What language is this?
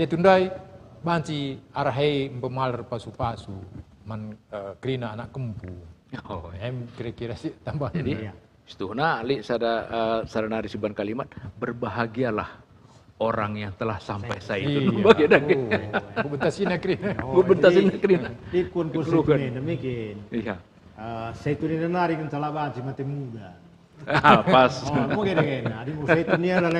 Batak Karo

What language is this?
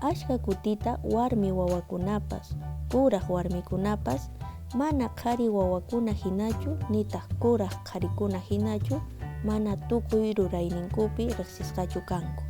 Quechua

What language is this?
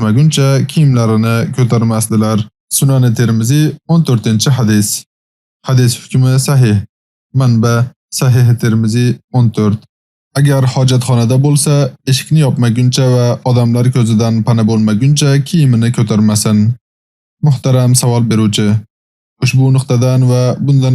Uzbek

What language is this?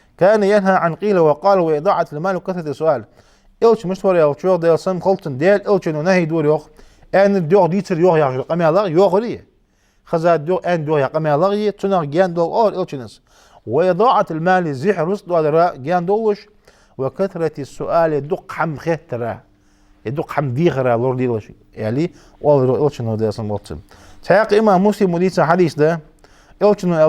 Ingush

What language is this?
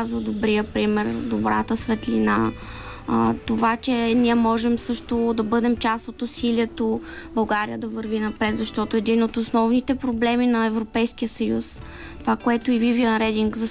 Bulgarian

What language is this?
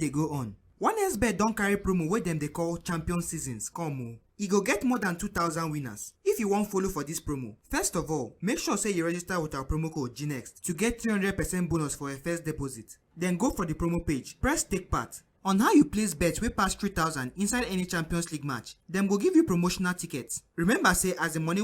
Nigerian Pidgin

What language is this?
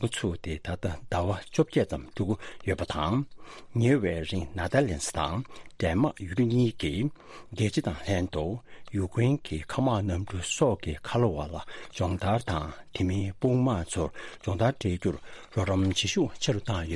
Tibetan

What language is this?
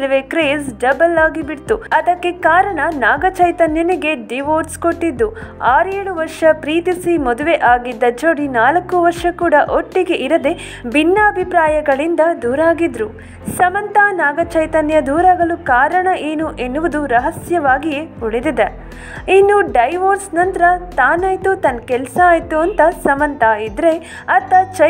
Kannada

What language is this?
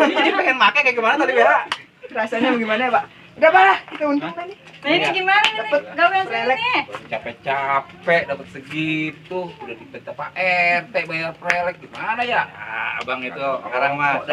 Betawi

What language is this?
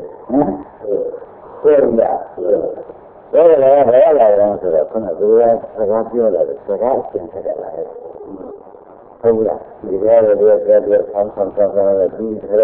Burmese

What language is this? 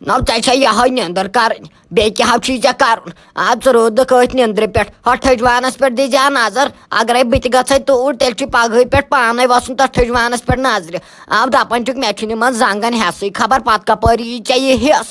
Kashmiri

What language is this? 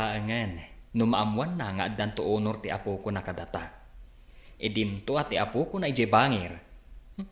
Iloko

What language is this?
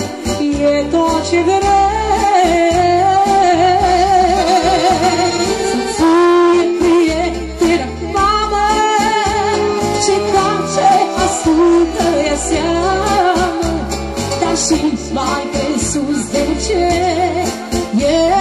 Romanian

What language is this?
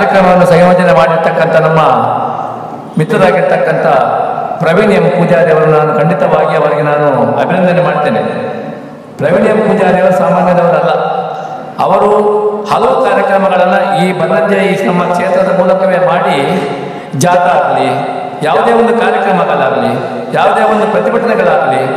Kannada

